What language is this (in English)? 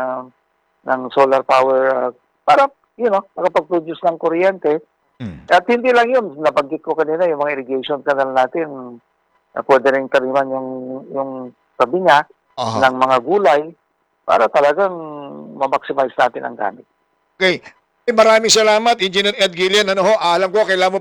Filipino